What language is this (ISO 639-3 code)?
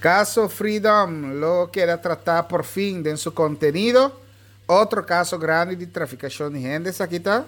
pap